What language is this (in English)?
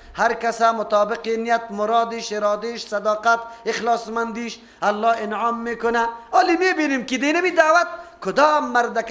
Persian